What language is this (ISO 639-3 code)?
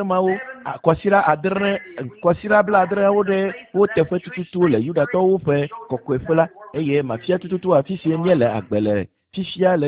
ewe